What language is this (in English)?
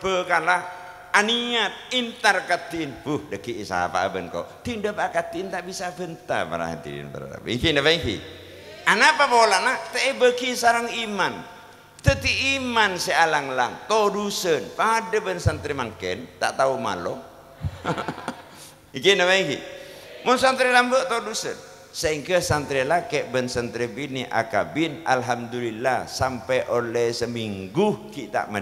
Madurese